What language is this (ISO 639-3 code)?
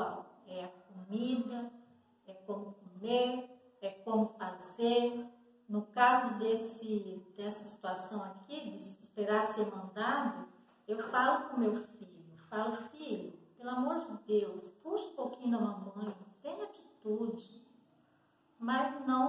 por